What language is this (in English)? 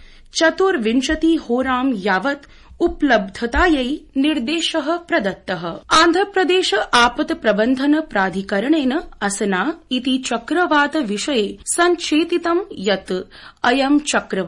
Sanskrit